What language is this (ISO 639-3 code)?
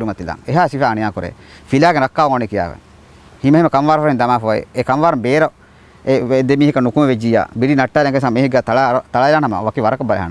div